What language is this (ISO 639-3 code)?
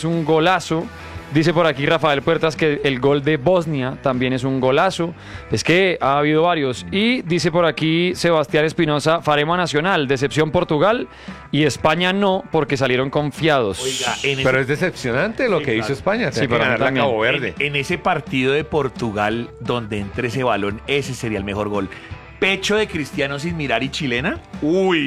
spa